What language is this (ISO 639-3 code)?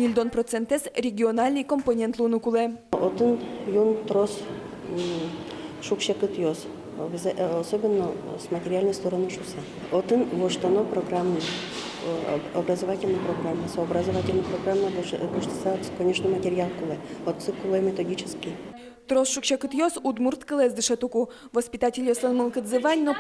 udm